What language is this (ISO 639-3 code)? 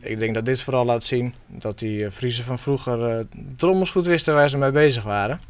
fry